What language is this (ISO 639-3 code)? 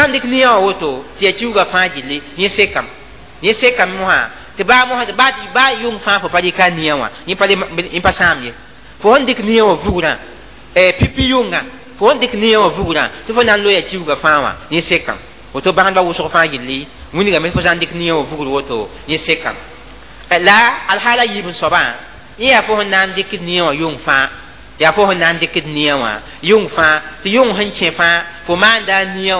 mos